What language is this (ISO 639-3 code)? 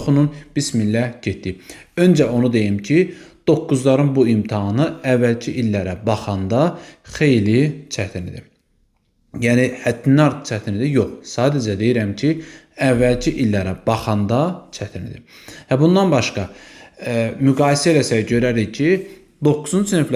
aze